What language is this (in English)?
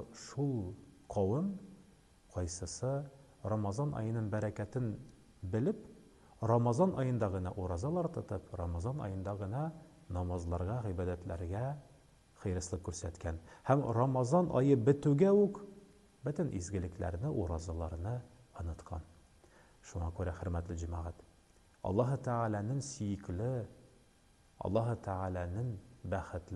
Tatar